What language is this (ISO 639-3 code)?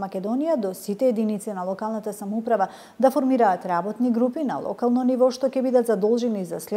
mkd